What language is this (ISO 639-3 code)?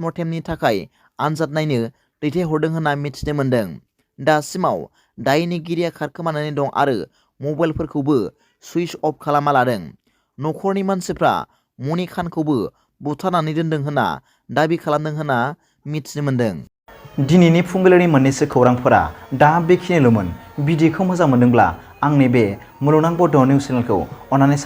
brx